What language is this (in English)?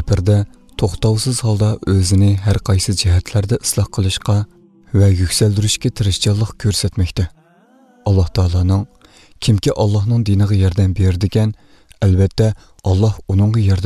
Uyghur